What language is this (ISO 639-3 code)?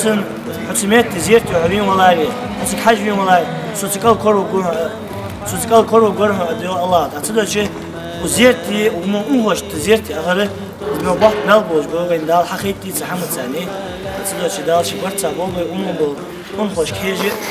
inh